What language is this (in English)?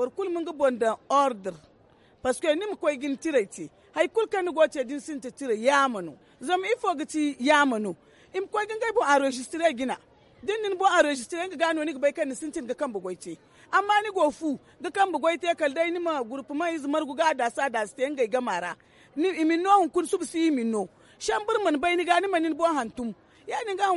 Zarma